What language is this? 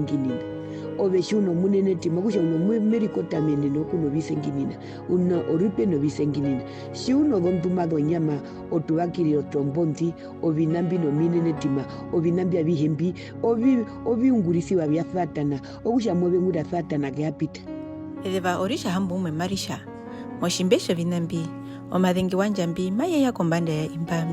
Herero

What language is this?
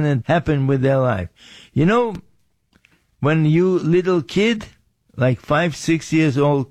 English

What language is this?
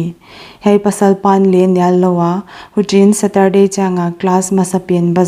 Paite Chin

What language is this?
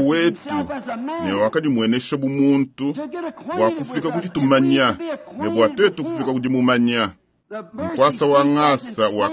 Luba-Lulua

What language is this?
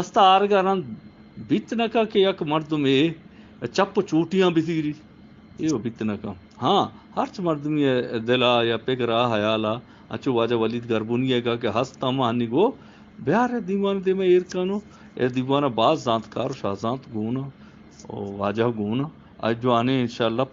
Eastern Balochi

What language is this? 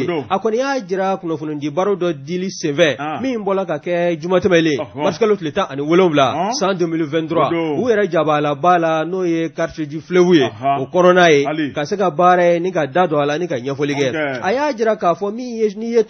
Bambara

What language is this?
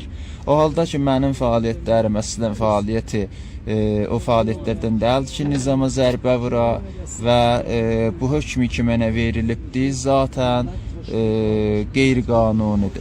South Azerbaijani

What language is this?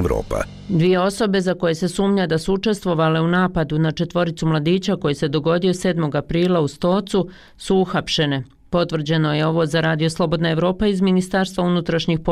Bosnian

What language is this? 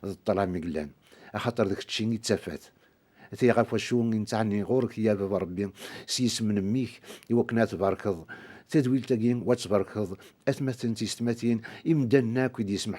Kabyle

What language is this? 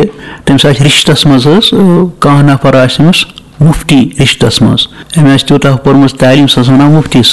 Kashmiri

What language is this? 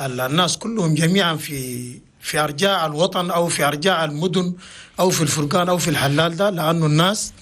Chadian Arabic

